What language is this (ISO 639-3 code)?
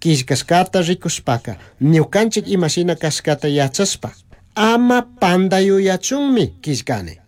qug